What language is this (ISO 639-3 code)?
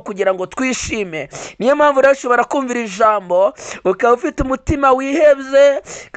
kin